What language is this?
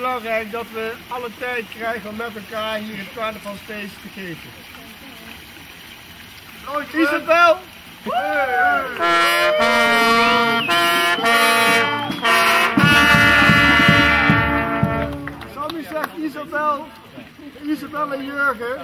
Dutch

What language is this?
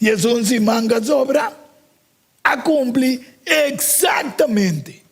Papiamento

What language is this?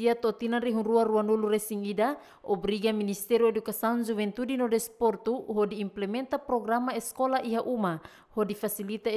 Tetum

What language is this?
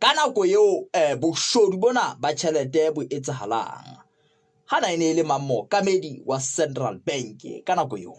Southern Sotho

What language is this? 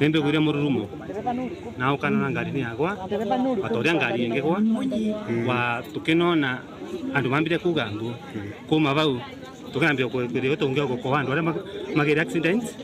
Meru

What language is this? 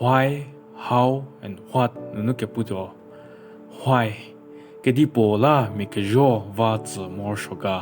Angami Naga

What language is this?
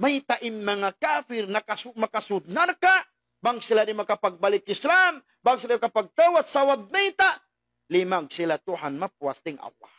Tausug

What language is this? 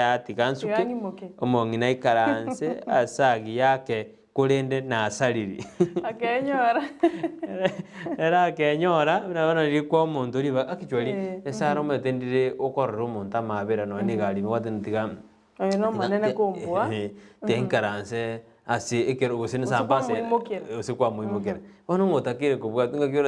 Gusii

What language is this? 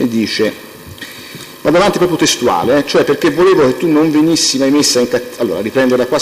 Italian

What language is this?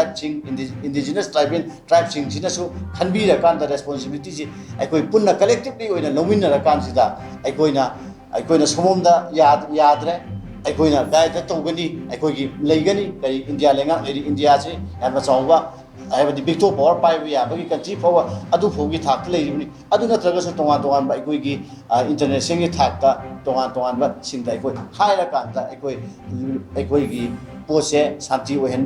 Manipuri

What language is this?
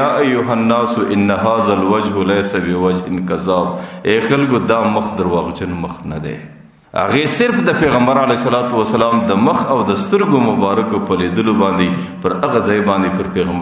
Pashto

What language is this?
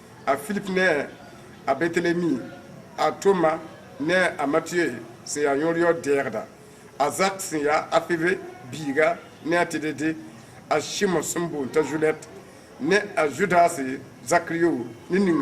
Mossi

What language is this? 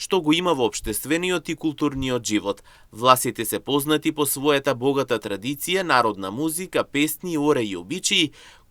Macedonian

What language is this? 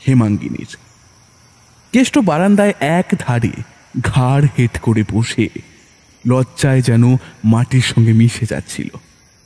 Bangla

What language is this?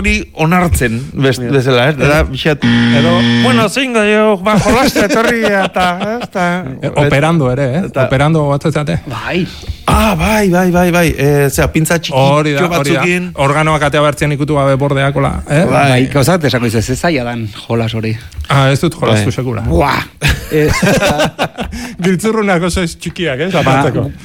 Basque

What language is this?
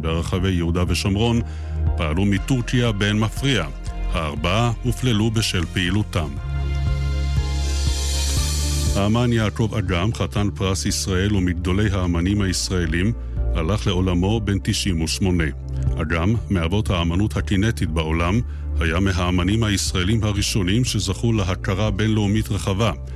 Hebrew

